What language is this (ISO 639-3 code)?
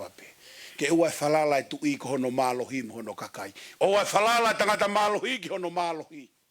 ton